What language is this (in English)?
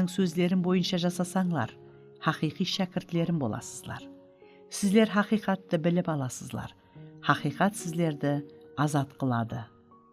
Kara-Kalpak